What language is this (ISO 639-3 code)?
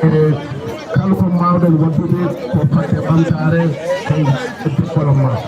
ful